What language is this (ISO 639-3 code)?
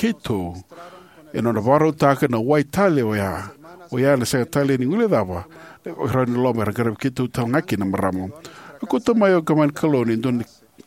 fij